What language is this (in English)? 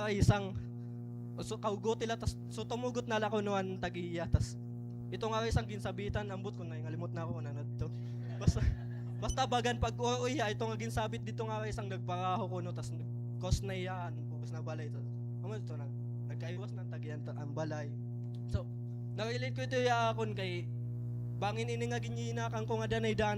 Waray